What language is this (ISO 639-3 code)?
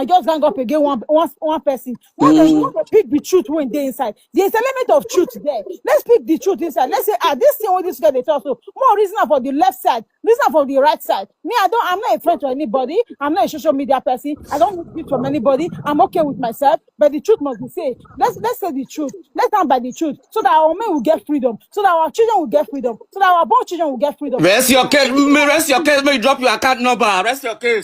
pcm